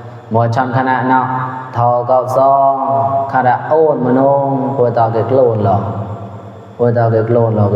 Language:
Mon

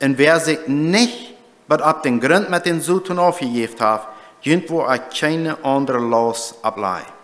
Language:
Plautdietsch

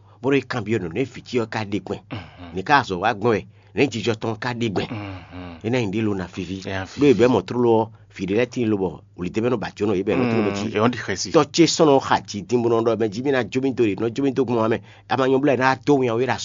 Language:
Fon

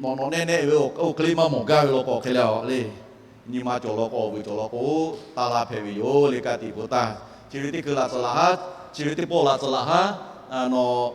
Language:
Lahu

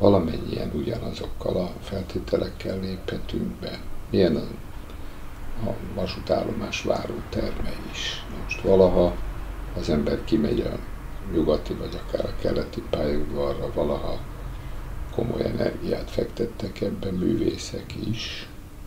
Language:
Hungarian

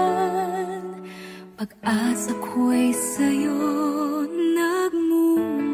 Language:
Filipino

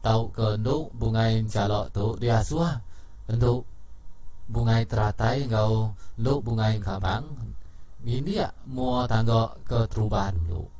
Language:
Iban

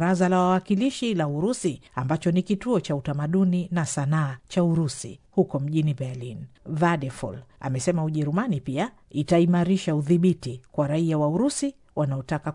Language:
Swahili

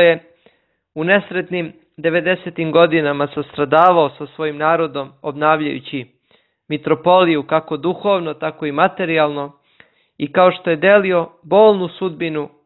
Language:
Serbian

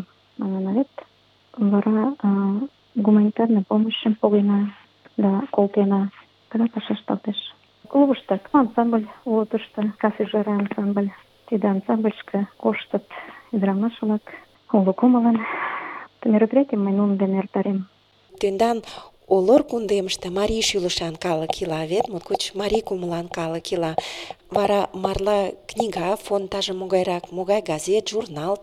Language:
Mari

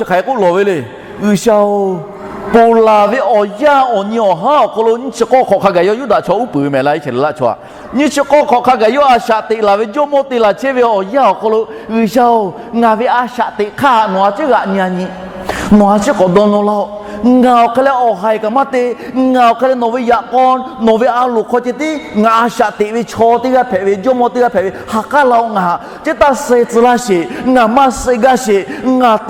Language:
Lahu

